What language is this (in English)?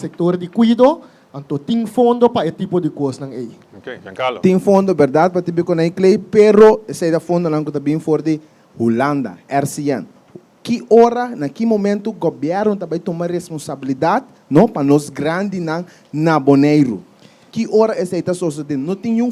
Papiamento